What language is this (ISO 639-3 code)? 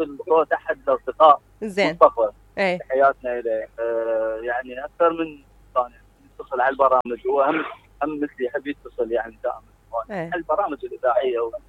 acm